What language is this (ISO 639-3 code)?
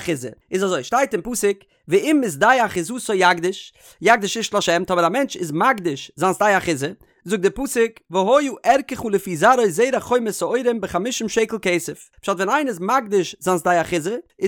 yid